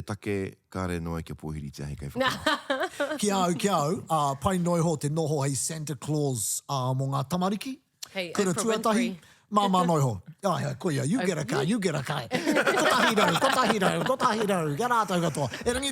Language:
Māori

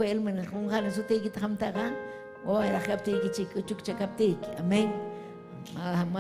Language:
Ayacucho Quechua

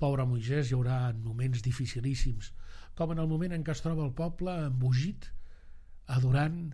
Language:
Catalan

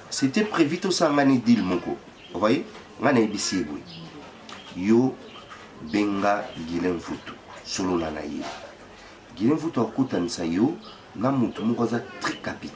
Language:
Lingala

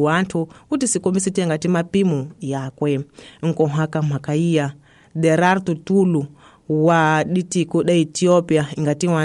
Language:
Tsonga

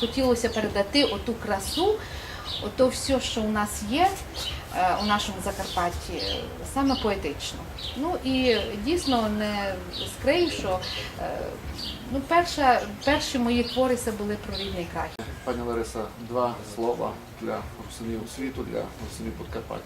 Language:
Rusyn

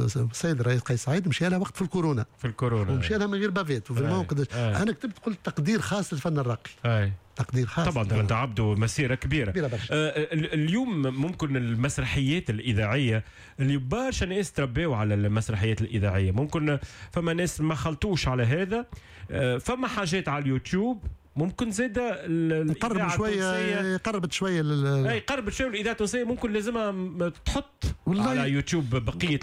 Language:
Tunisian Arabic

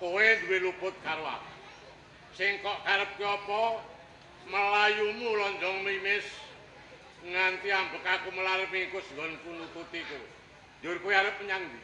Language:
Javanese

